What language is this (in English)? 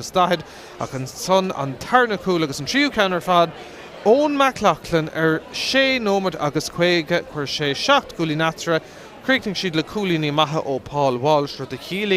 Irish